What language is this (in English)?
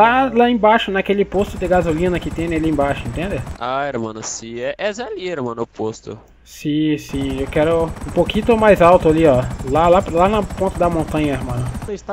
Portuguese